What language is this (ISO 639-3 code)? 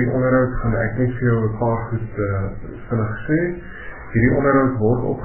afr